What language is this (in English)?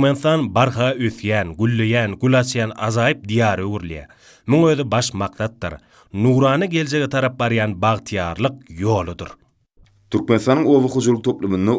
Turkmen